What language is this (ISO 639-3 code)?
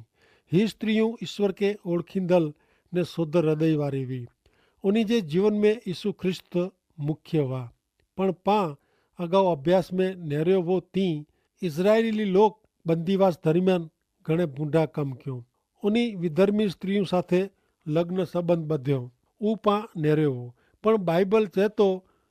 kfr